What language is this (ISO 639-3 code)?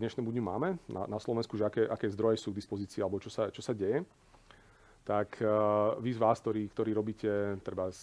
slk